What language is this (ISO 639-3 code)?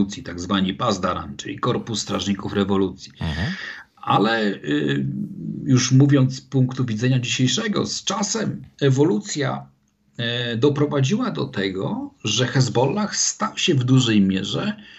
pol